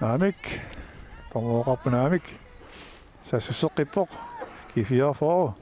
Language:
Kalaallisut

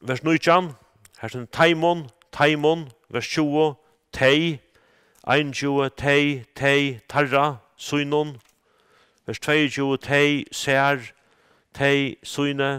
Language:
Faroese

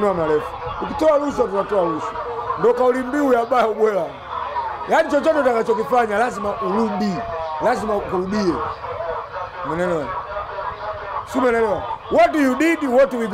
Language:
Swahili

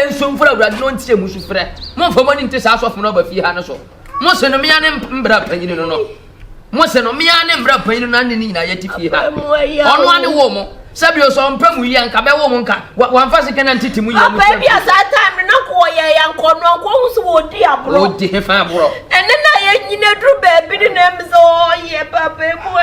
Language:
Akan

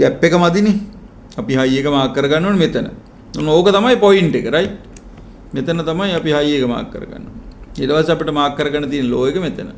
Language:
Sinhala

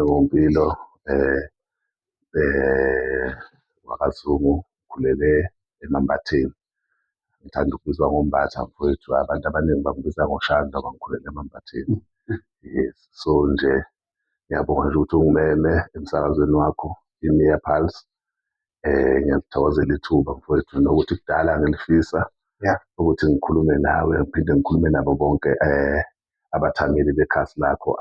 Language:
Zulu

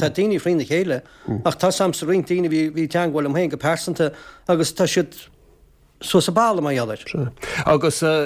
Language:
Irish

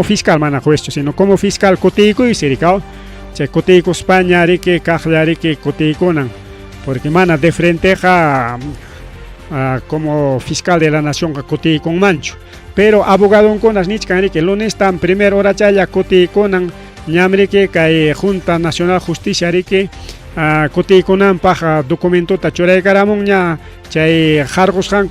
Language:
Ayacucho Quechua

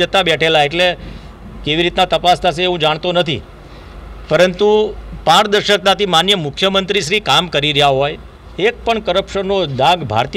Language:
Gujarati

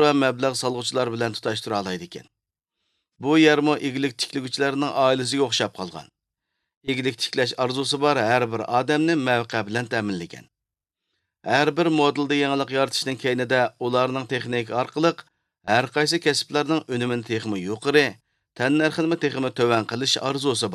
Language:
Uyghur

